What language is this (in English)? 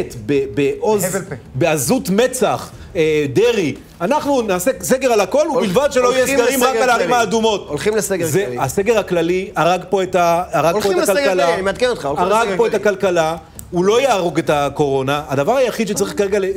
Hebrew